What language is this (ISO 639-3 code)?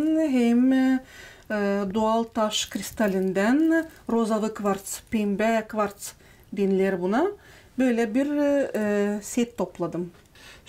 gag